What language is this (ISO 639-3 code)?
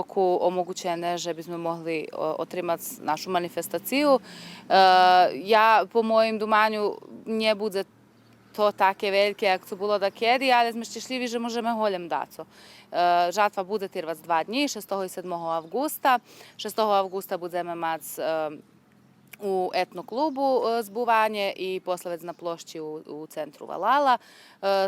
rue